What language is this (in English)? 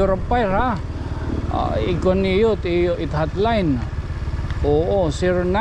Waray